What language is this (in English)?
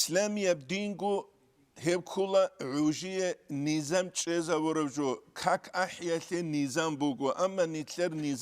Avaric